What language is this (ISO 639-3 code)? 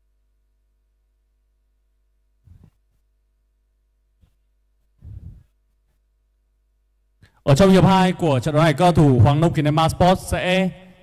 vie